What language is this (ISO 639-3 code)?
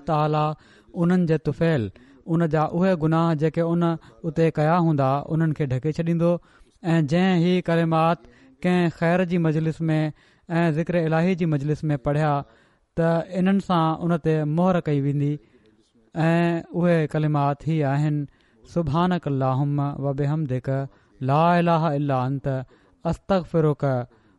snd